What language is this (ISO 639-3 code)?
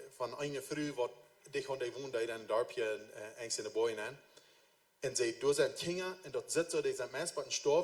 pdt